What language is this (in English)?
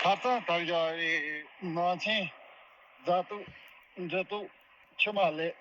Tibetan